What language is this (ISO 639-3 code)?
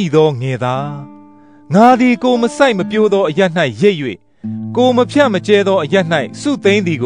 mya